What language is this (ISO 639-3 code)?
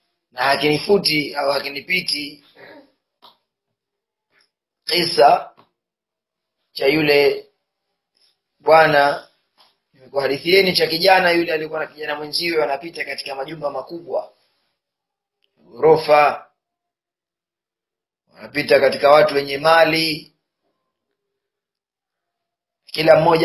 swa